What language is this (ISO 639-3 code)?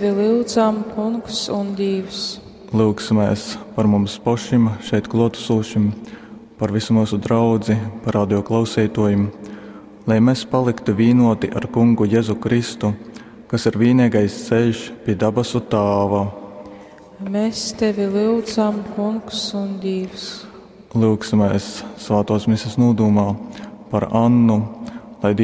ltg